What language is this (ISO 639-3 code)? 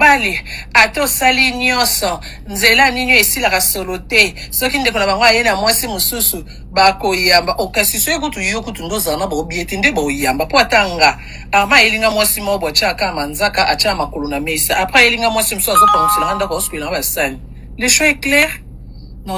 lin